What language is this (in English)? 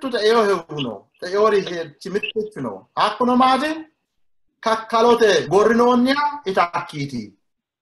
Sidamo